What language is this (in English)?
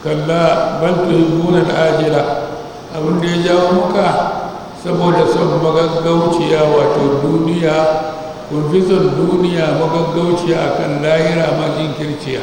Hausa